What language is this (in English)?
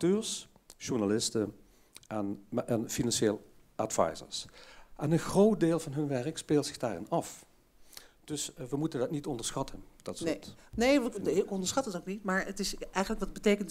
Dutch